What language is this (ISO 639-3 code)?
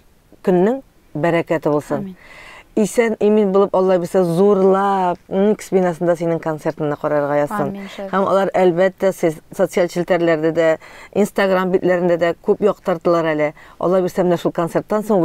tat